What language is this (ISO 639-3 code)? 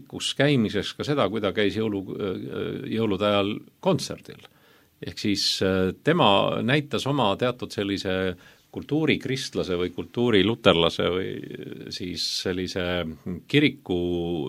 est